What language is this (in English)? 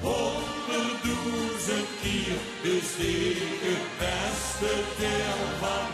Limburgish